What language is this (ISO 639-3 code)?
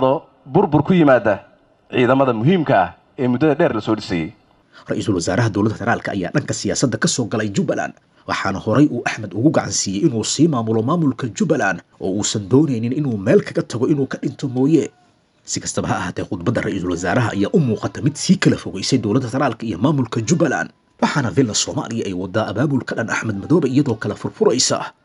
som